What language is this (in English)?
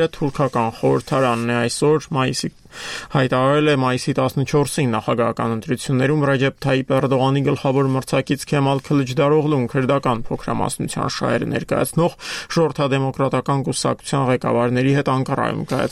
Armenian